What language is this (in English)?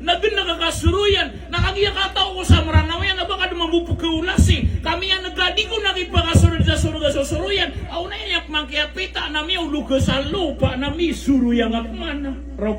Maranao